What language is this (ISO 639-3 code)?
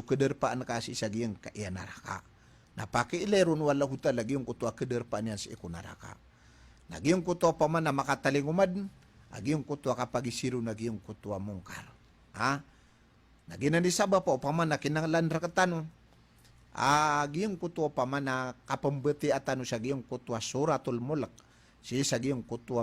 mrw